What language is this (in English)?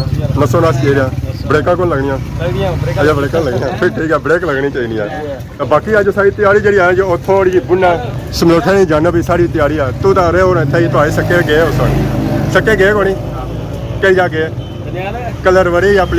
Pahari-Potwari